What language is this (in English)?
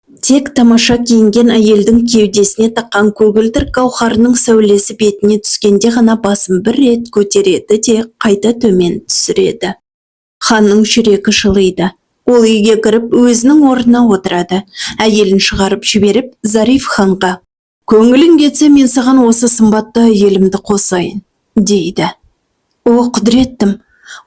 Kazakh